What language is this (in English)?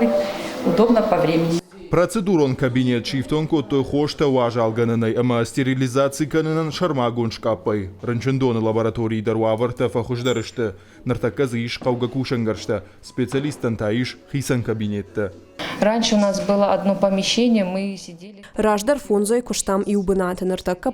Ossetic